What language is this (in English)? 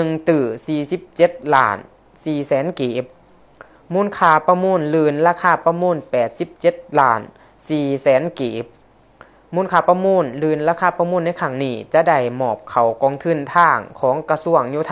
Lao